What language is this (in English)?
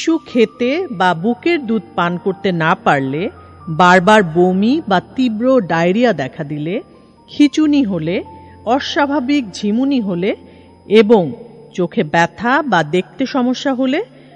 Bangla